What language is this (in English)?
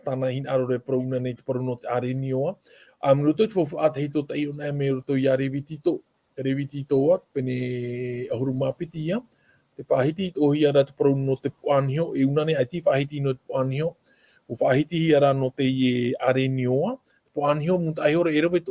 Tahitian